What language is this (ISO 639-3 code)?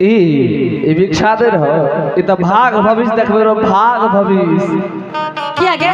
anp